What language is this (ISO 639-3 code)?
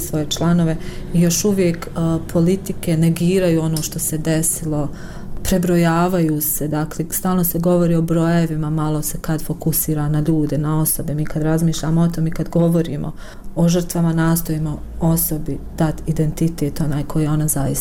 bos